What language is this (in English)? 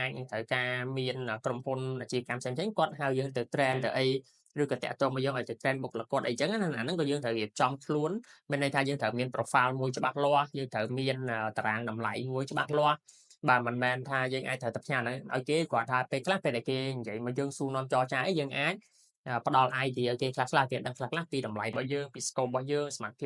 Khmer